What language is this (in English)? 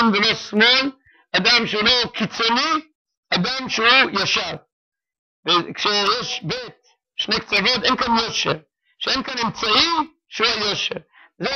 Hebrew